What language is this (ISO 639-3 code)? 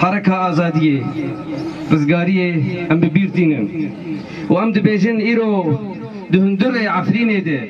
kur